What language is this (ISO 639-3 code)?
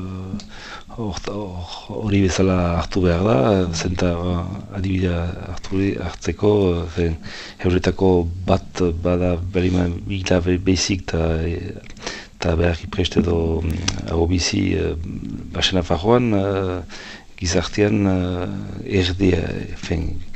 eus